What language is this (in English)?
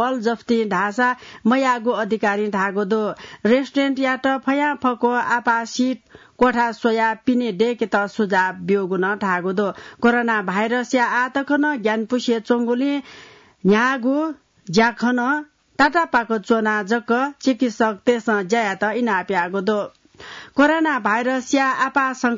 Newari